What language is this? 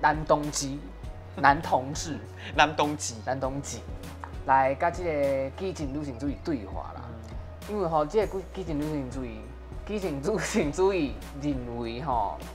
Min Nan Chinese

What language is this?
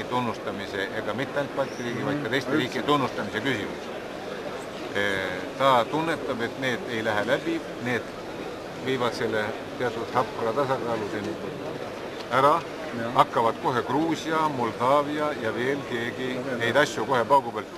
Estonian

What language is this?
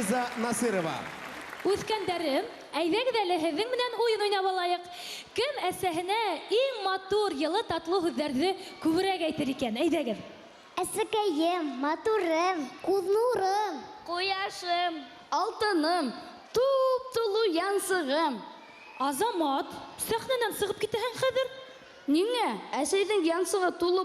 Bashkir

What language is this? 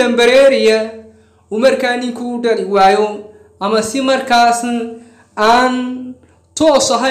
Somali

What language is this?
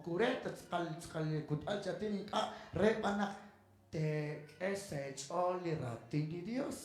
Kekchí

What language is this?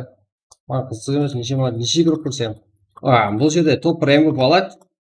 Kara-Kalpak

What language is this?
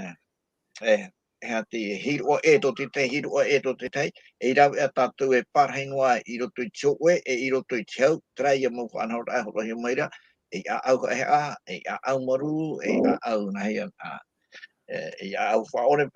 Tahitian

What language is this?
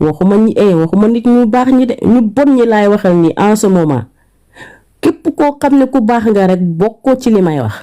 Wolof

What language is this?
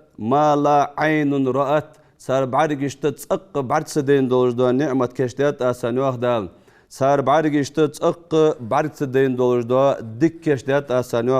Ingush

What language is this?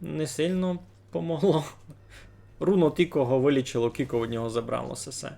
Rusyn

